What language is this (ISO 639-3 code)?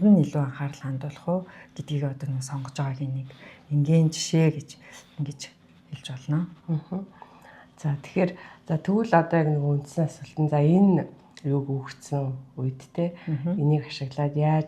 mon